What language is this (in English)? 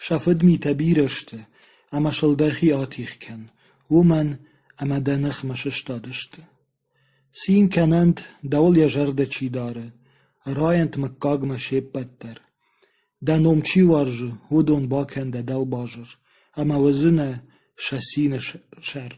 Ossetic